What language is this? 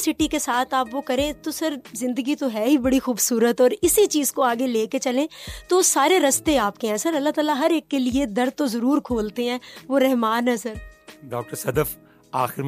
Urdu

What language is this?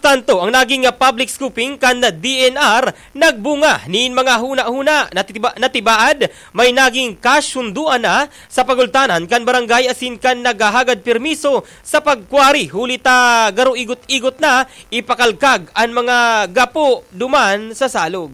Bikol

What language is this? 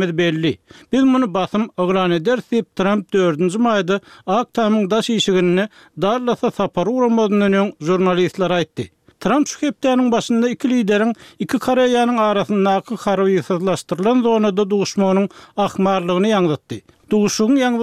Turkmen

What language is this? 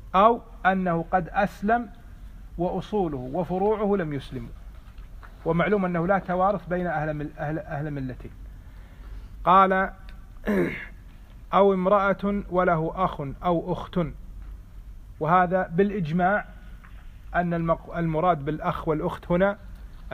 Arabic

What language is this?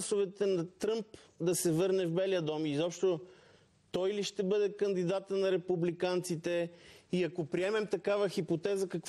Bulgarian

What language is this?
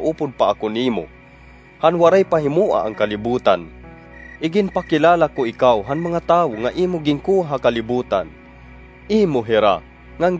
Waray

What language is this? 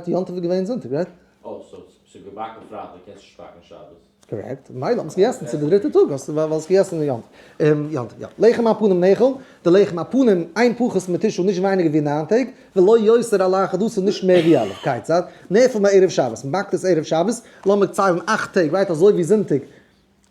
Yiddish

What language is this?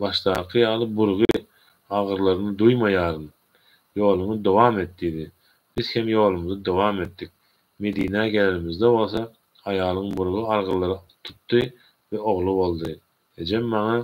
Turkmen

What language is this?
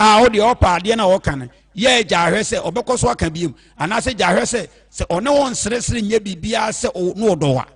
Akan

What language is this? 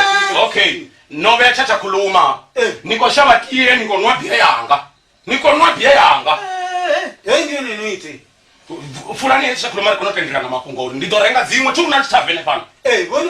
Venda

